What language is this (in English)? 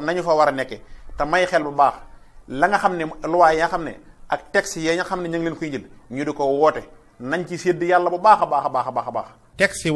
Wolof